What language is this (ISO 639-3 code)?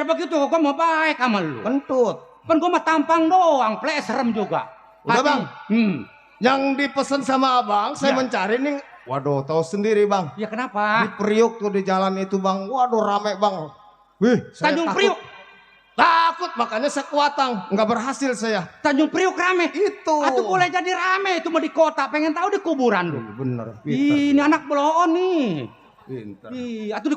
bew